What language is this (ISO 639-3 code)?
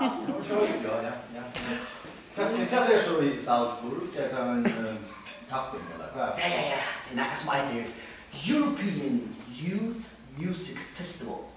fao